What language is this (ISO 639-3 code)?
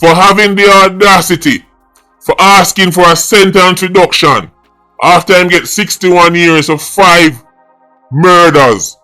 jam